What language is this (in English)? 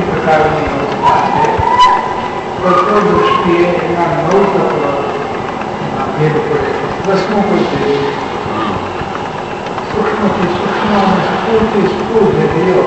Gujarati